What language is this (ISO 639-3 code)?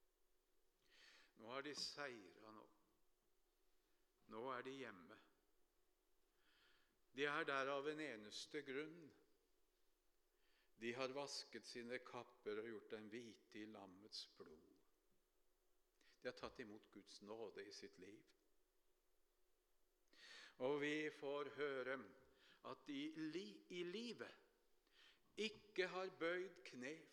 nor